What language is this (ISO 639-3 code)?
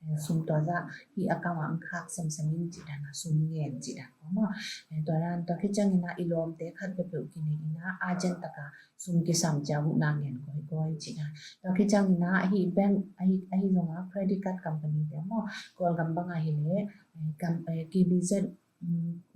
ctd